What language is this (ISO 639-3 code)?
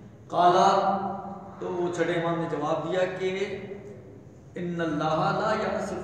urd